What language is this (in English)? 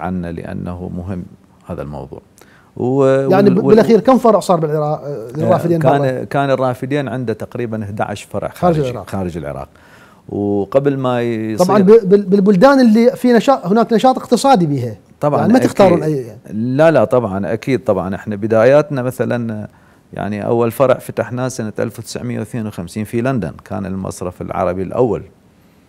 Mesopotamian Arabic